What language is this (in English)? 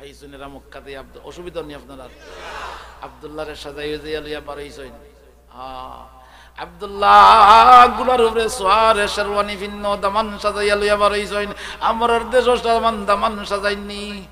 Sylheti